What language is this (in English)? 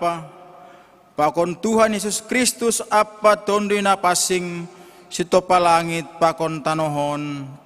Batak Simalungun